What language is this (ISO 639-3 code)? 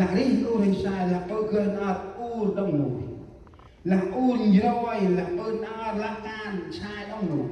cmo